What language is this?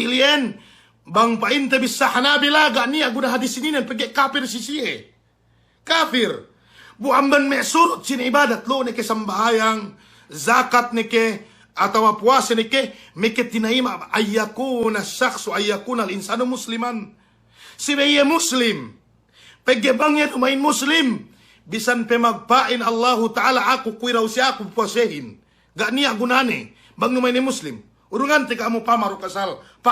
Yakan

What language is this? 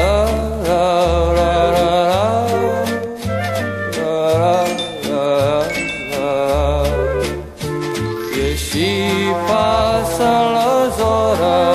Catalan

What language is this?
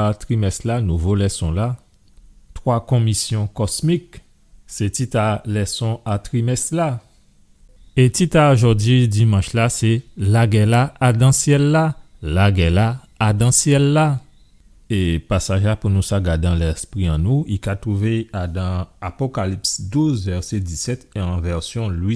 Guadeloupean Creole French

